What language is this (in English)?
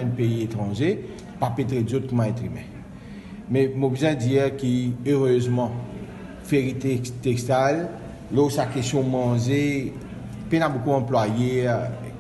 Morisyen